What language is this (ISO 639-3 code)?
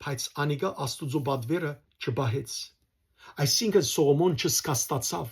hyw